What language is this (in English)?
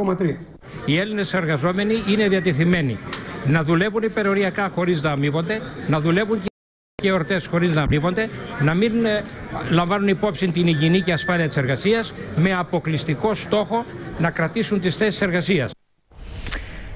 Greek